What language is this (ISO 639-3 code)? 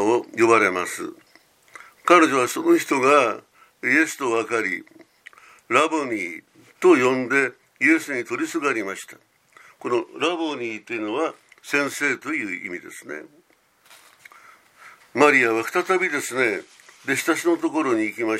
jpn